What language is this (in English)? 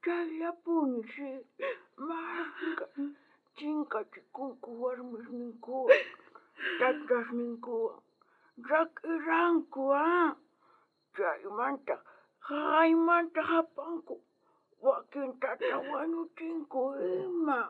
South Bolivian Quechua